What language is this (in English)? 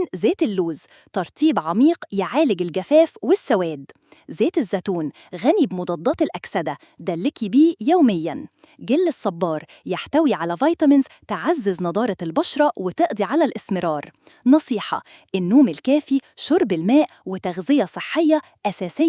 Egyptian Arabic